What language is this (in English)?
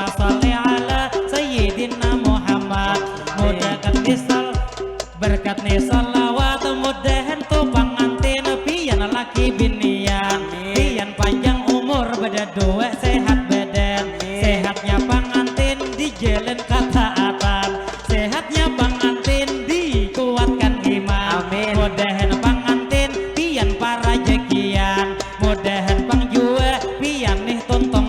Banjar